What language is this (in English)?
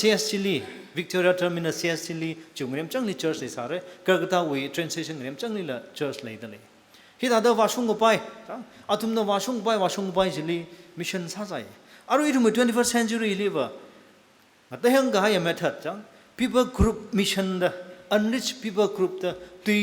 Tangkhul Naga (India)